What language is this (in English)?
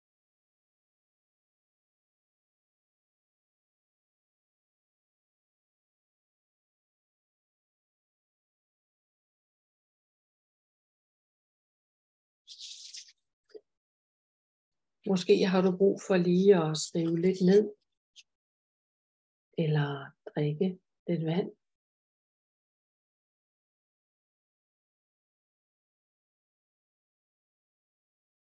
Danish